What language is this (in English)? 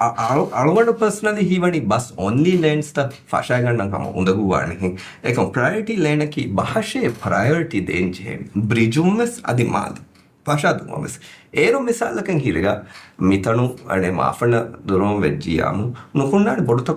Divehi